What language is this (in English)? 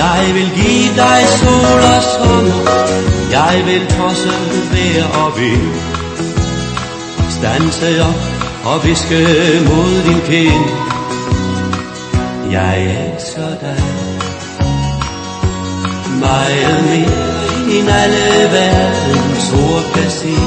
Danish